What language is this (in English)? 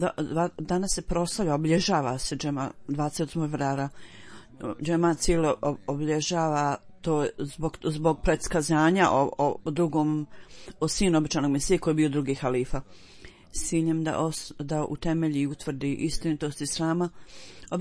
Bosnian